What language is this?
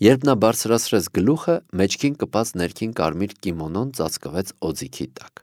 Armenian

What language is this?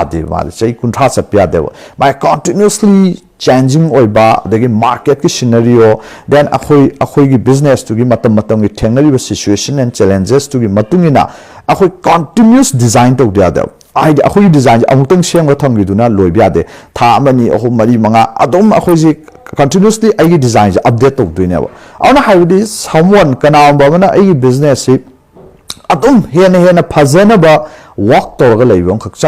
Manipuri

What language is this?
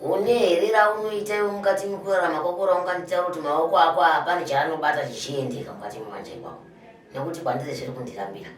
Shona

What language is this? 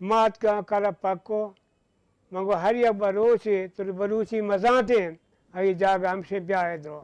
Baluchi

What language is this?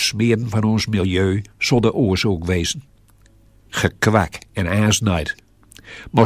Gronings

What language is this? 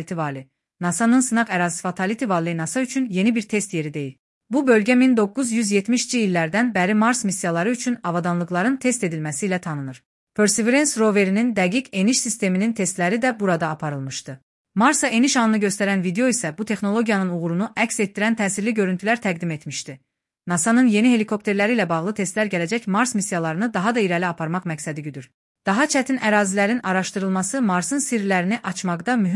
Azerbaijani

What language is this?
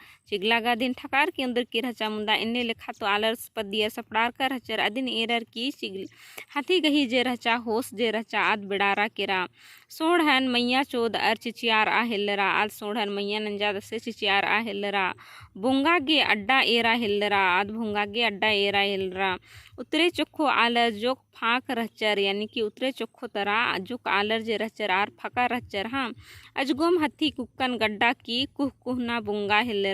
Kurukh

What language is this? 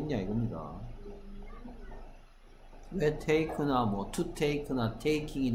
Korean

